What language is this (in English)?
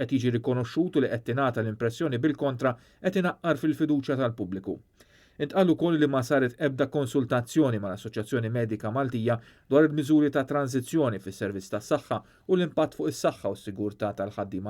Maltese